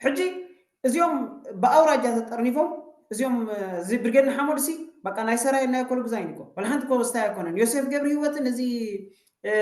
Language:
Tigrinya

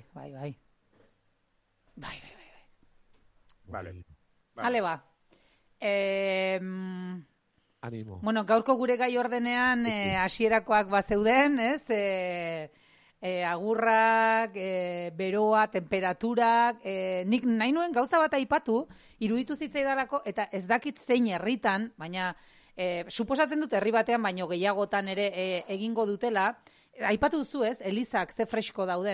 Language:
Basque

